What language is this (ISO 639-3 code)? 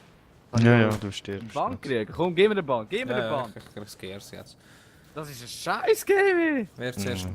gsw